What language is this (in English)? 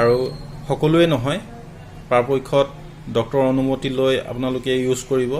Assamese